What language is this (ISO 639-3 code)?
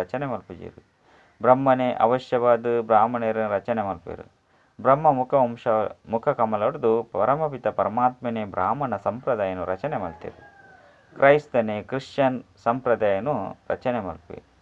tcy